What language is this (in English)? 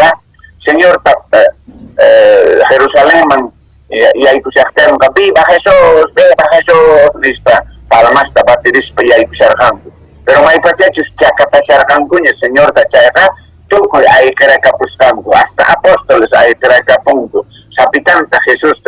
Quechua